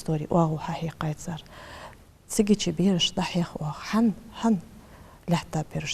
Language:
Ingush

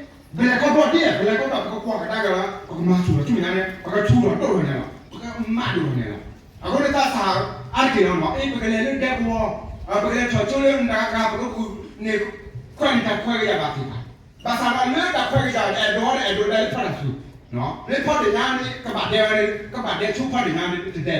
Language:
S'gaw Karen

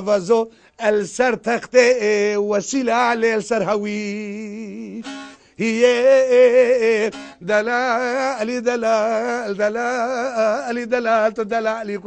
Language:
Kurdish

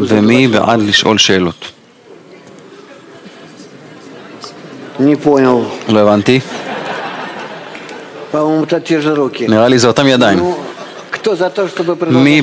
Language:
Hebrew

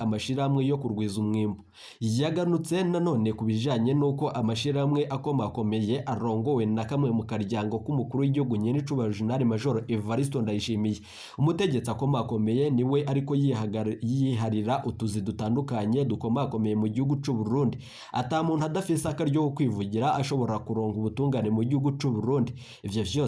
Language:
Rundi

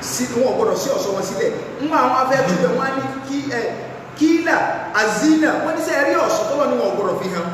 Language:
Yoruba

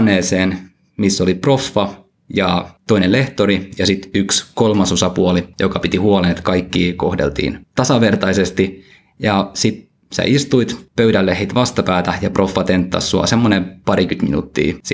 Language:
Finnish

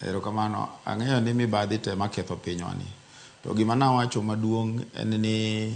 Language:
Luo (Kenya and Tanzania)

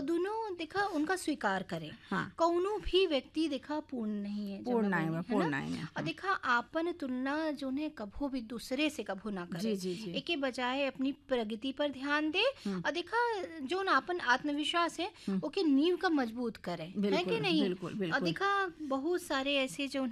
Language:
Bhojpuri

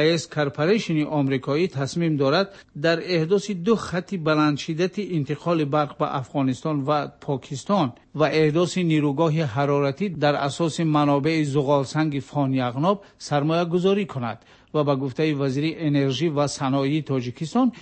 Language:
Tajik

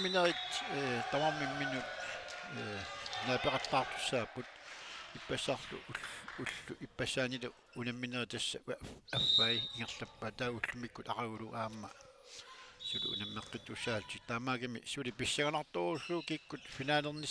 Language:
Kalaallisut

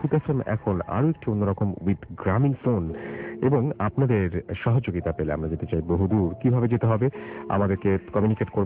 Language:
Bangla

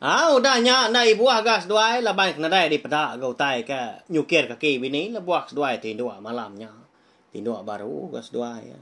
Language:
Iban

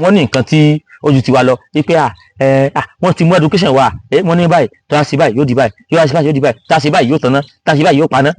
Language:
Yoruba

